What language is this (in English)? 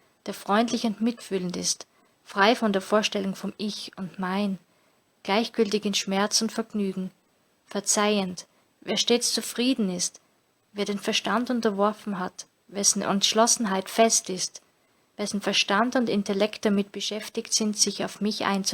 Bavarian